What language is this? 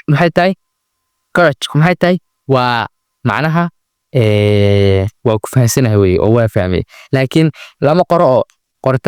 Somali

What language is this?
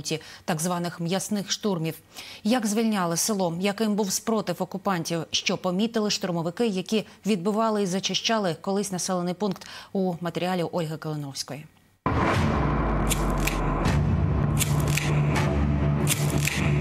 Ukrainian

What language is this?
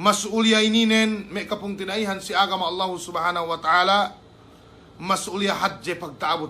Yakan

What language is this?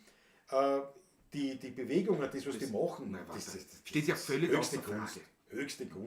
Bavarian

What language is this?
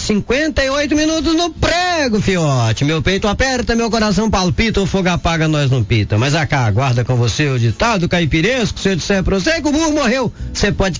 Portuguese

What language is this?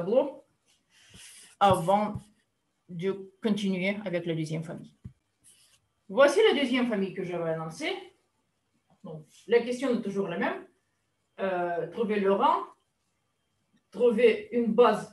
French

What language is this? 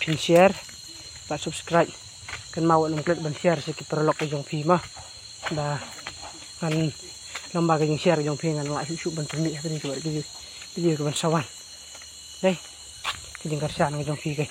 Khasi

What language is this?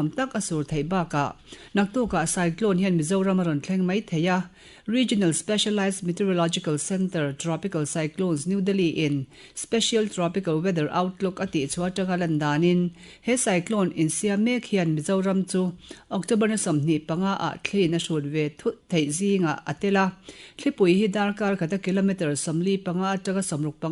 Mizo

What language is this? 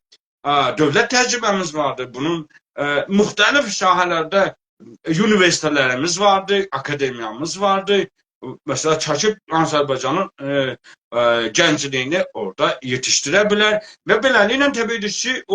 South Azerbaijani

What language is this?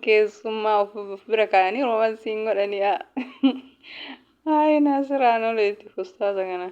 Oromo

